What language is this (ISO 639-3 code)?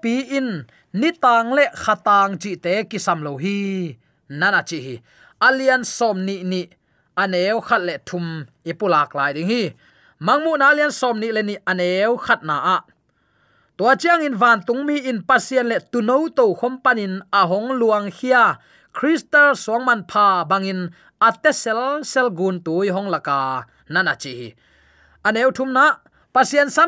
ctd